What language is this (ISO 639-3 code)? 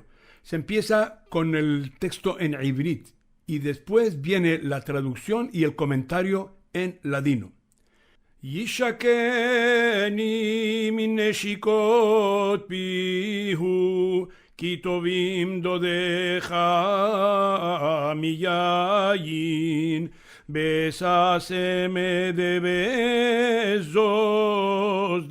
lad